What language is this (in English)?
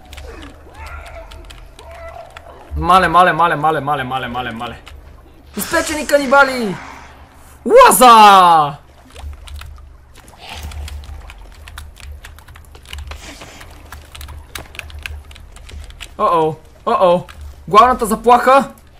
Bulgarian